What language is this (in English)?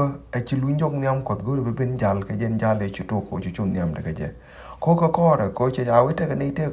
Nuer